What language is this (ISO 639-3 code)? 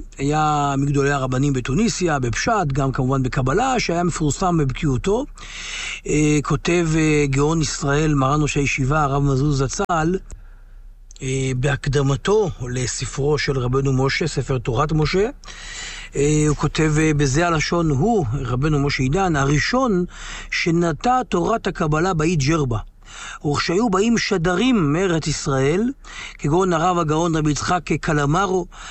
heb